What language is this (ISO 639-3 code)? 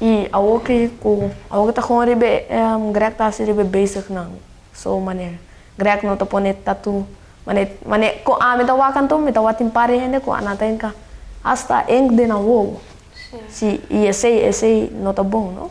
pap